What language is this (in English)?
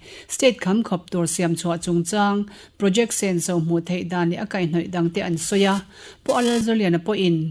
Mizo